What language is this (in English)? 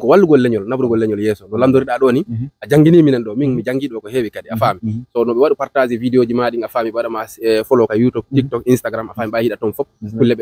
Fula